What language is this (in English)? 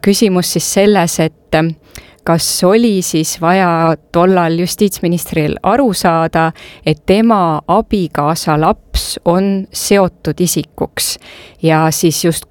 Estonian